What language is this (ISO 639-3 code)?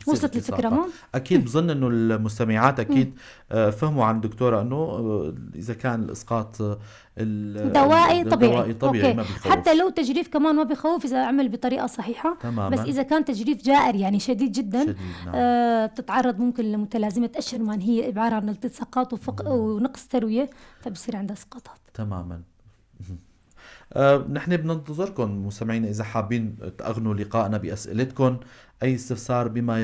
apc